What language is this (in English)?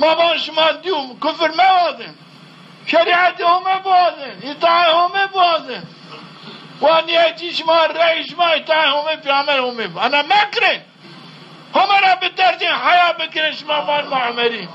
Zaza